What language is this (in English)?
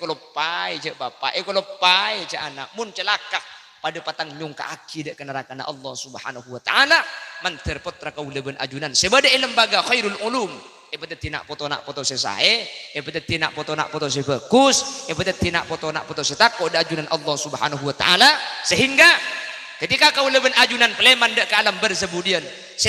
Madurese